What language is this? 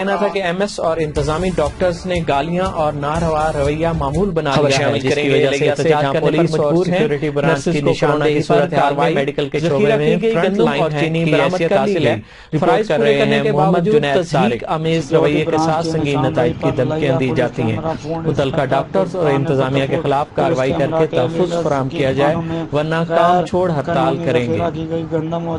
Urdu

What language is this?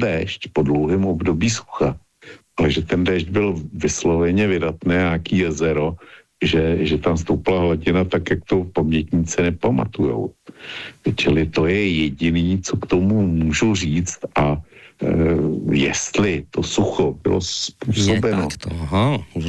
Czech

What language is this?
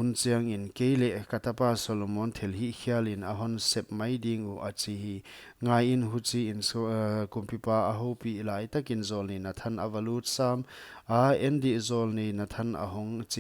Paite Chin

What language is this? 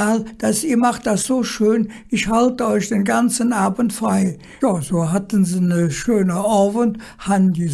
Colognian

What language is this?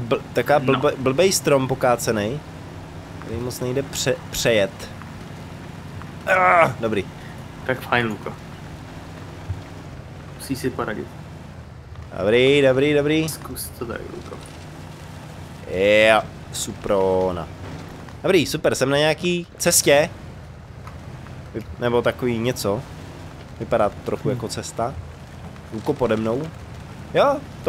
Czech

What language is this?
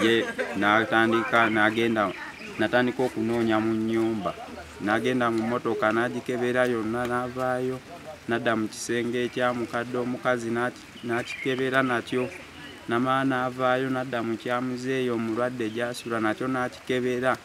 Ganda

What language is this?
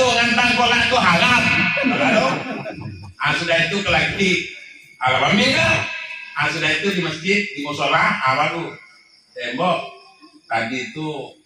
Minangkabau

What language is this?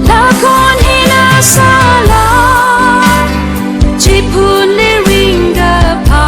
Tangkhul Naga (India)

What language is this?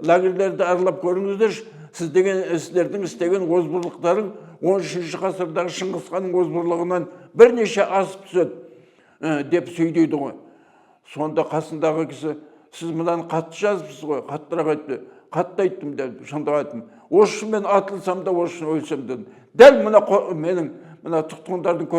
Kazakh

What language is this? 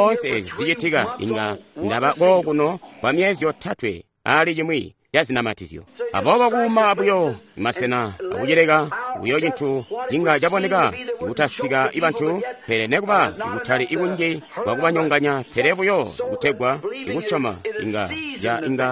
Tonga (Zambia)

